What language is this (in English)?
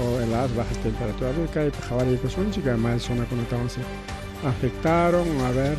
Ayacucho Quechua